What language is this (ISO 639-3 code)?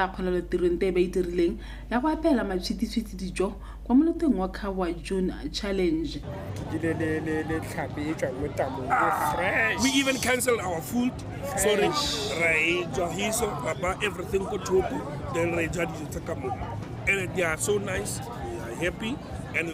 tsn